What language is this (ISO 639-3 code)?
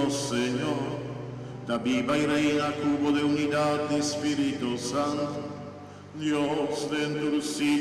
pap